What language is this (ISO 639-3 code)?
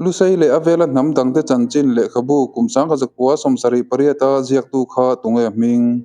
lus